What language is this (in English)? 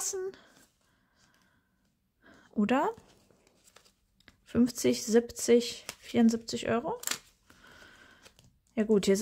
German